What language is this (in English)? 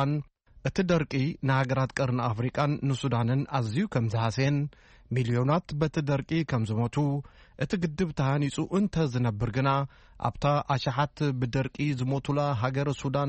Tigrinya